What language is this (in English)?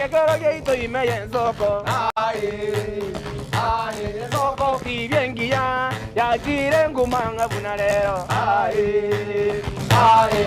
Gusii